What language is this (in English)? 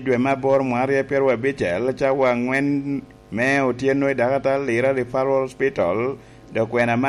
Lango (Uganda)